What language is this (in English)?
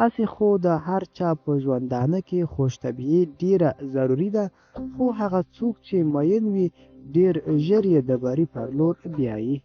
Pashto